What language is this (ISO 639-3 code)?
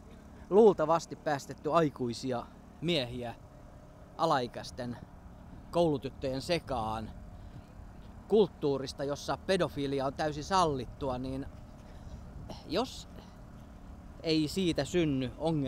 fin